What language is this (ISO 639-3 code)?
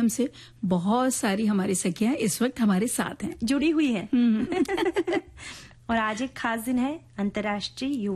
hin